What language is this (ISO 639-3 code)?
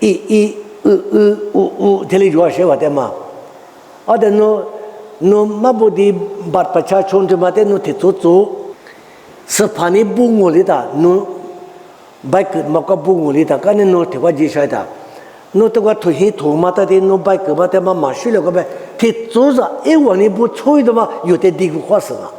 lis